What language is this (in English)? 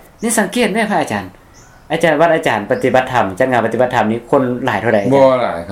Lao